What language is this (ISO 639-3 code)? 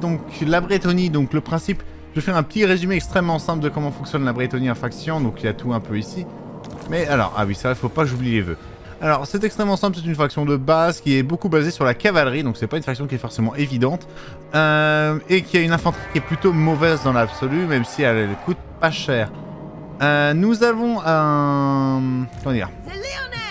fra